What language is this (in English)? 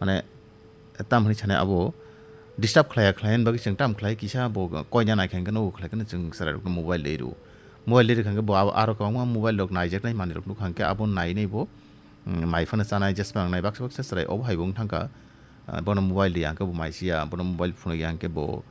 Kok Borok